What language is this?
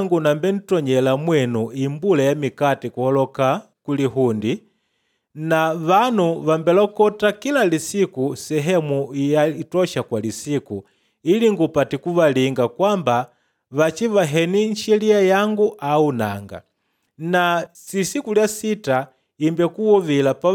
Makonde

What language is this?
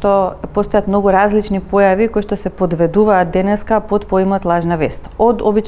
Macedonian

